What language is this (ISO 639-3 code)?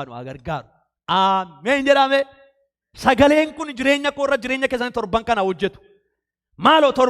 orm